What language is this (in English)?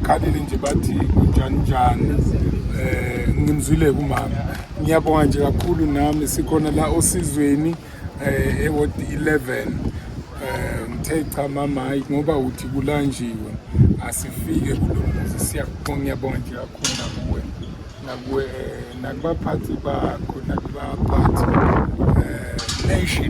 Zulu